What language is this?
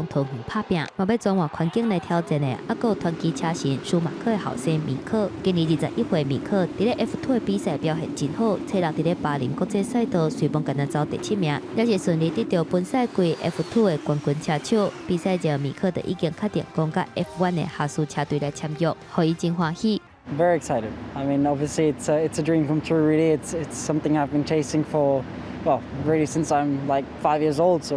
Min Nan Chinese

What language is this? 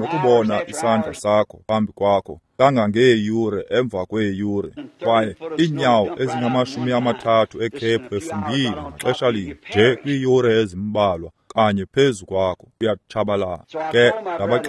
Xhosa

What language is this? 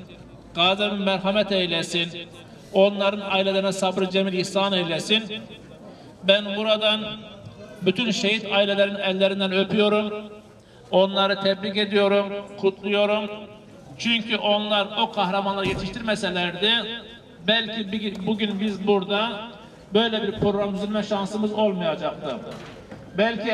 Turkish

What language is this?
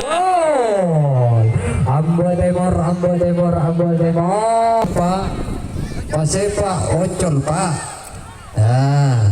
Madurese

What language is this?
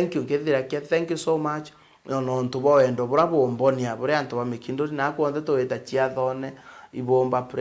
Meru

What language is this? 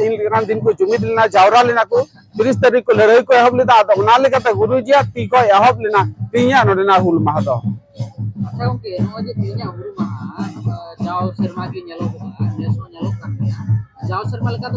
Santali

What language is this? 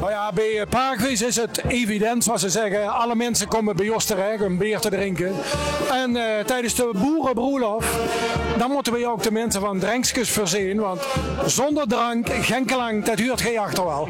Limburgish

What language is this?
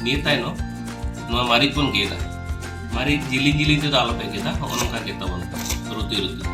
Santali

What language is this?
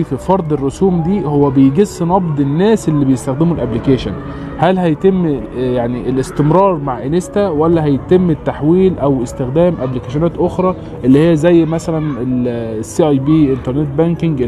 Egyptian Arabic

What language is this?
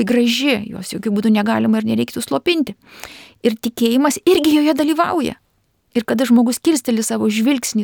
Lithuanian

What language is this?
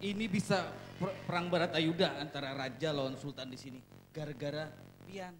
Banjar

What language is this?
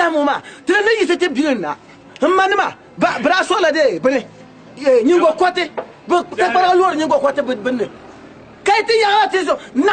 Dagbani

